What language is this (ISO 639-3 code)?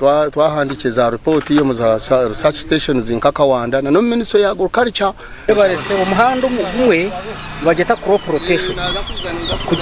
nyn